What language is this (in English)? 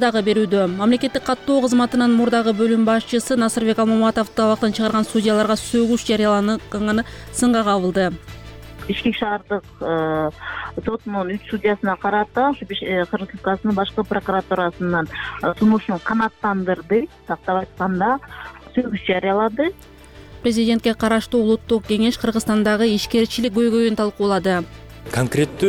Kyrgyz